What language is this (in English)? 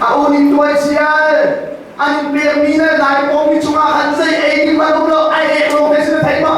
Hakha Chin